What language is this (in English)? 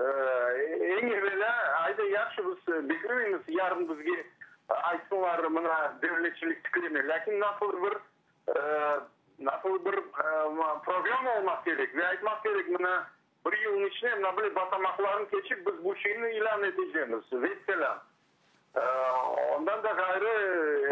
Crimean Tatar